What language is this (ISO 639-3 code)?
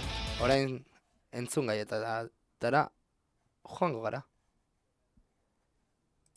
eus